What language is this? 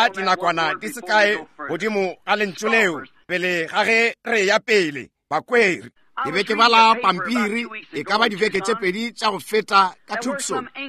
Northern Sotho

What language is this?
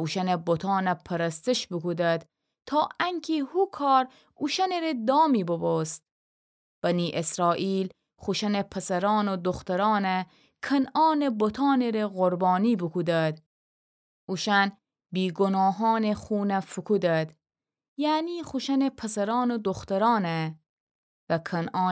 Gilaki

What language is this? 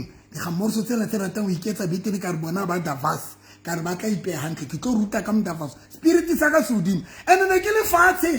Southern Sotho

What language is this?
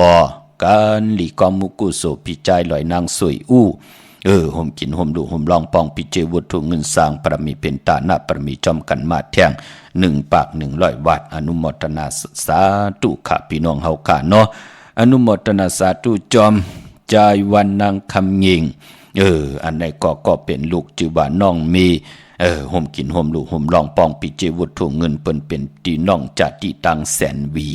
Shan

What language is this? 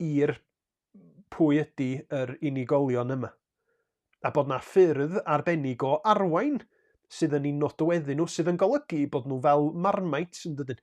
Welsh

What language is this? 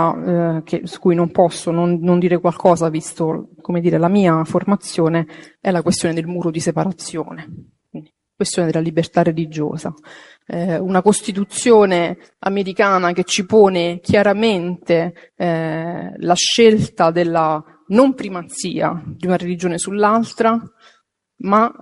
Italian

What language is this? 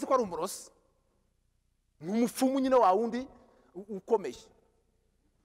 Kinyarwanda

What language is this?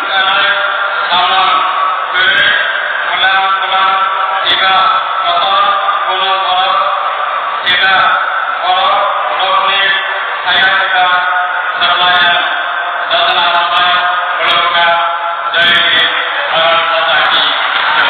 Kok Borok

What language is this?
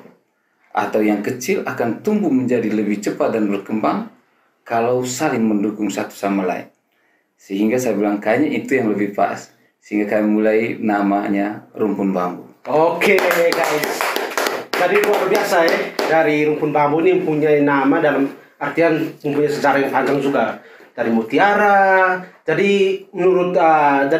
Indonesian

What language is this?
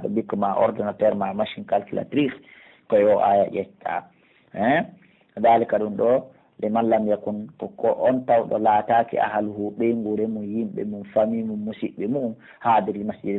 Pular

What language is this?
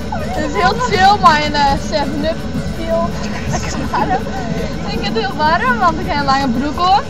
Western Frisian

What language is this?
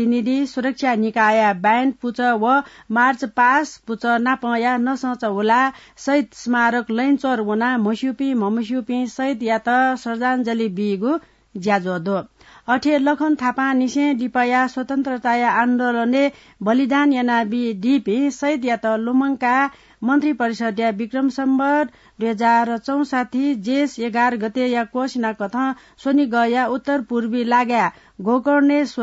Newari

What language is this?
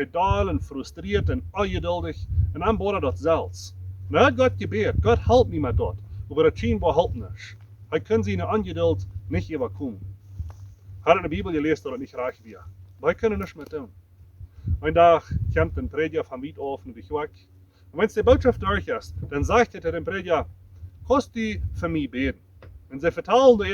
Plautdietsch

